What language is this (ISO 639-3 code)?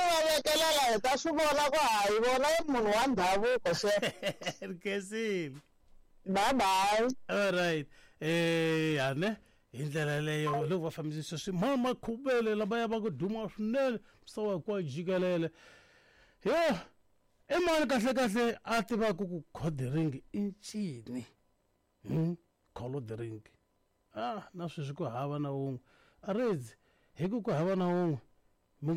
tso